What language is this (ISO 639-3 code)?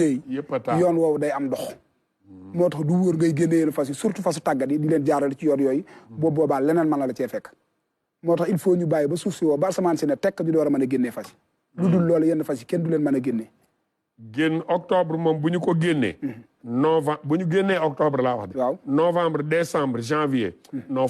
wol